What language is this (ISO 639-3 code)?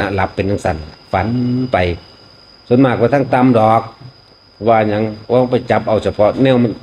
tts